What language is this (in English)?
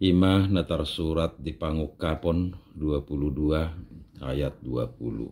Batak Toba